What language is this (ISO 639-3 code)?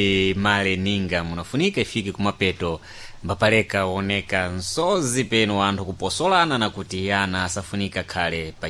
seh